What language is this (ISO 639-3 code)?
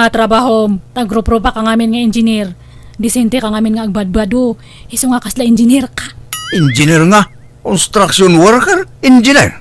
ilo